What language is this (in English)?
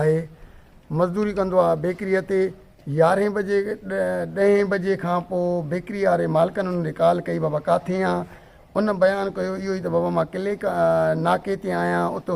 Sindhi